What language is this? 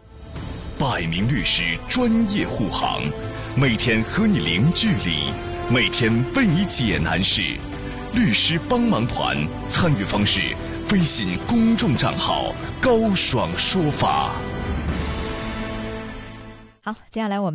Chinese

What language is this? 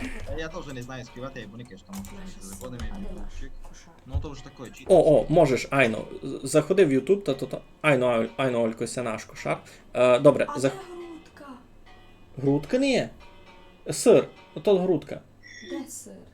Rusyn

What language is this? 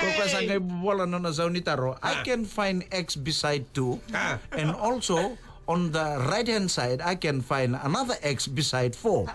Fijian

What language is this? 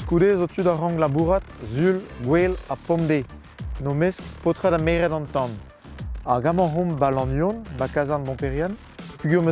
Breton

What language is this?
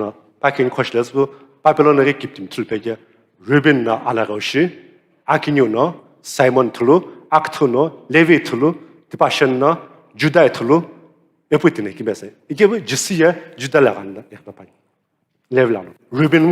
Sumi Naga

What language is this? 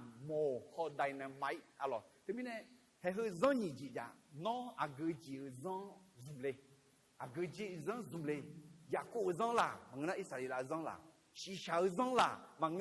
Akha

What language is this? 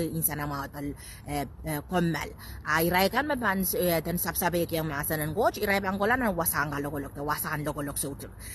Pohnpeian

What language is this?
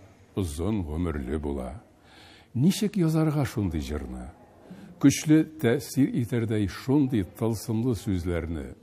Tatar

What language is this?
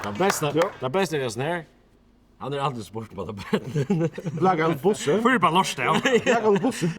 Faroese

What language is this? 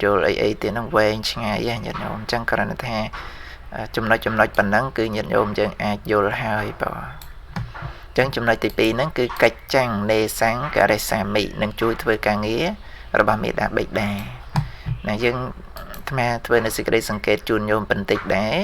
Khmer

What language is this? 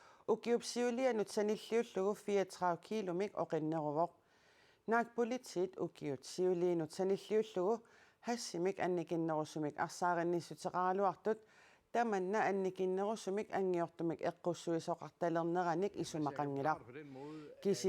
Kalaallisut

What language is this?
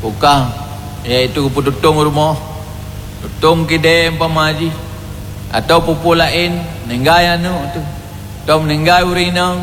Achinese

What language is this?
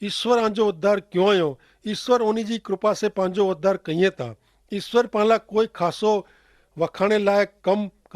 Kachhi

